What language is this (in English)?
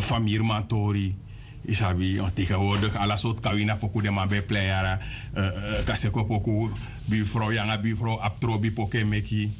Sranan Tongo